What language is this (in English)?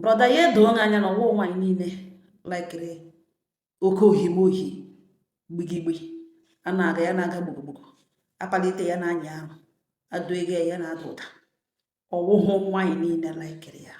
Igbo